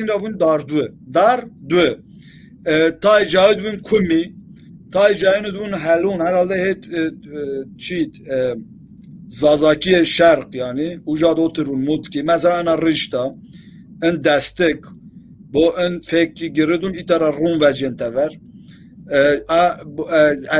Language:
Zaza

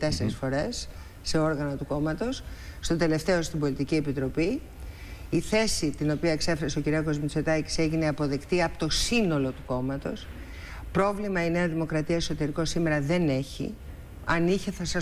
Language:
Greek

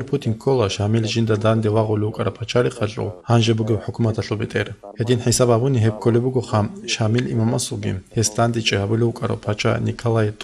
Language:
Avaric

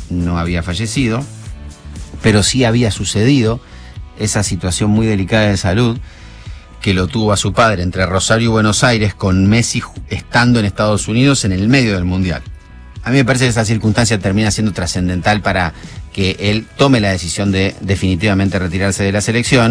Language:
Spanish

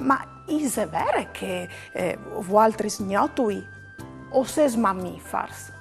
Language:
Friulian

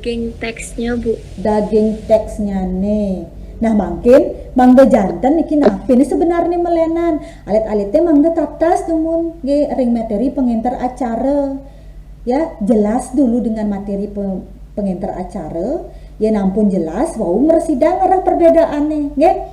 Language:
Balinese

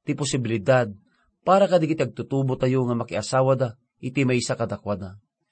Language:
Iloko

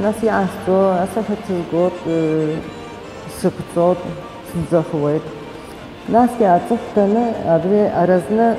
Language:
Abkhazian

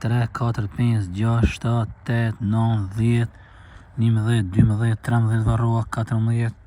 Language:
Albanian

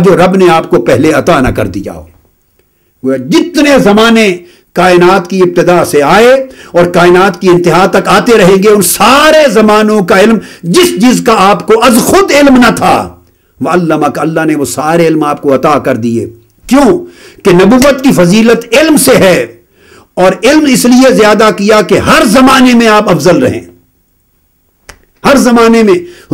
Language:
Urdu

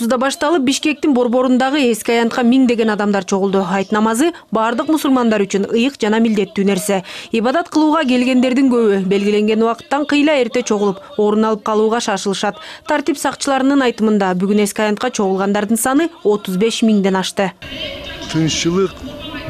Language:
Kyrgyz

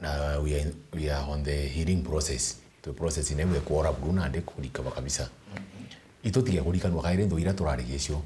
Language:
Meru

